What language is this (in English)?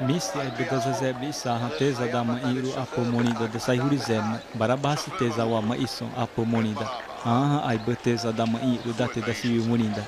Xavánte